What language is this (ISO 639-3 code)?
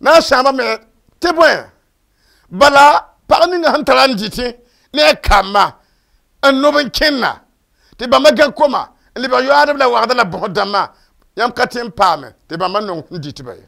mos